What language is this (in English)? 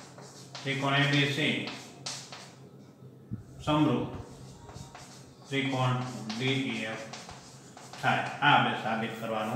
Gujarati